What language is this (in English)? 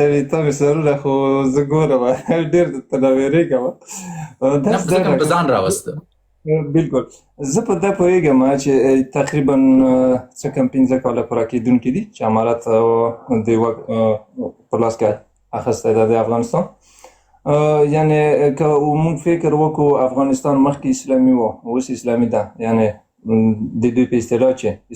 Pashto